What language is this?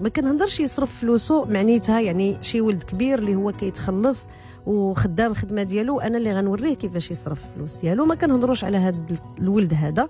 Moroccan Arabic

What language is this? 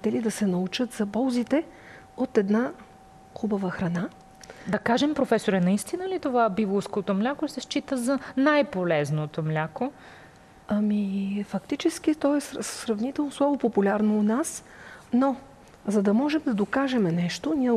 Bulgarian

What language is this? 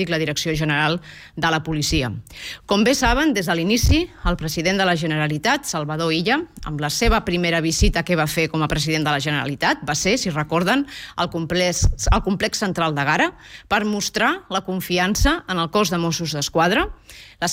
Catalan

